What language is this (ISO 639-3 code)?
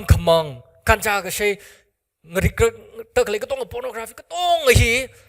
nmf